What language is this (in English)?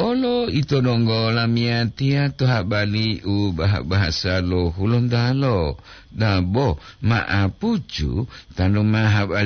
Gorontalo